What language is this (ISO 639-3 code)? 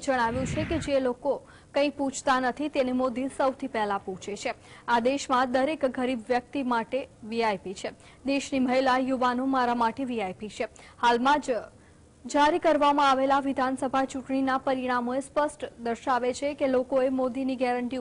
guj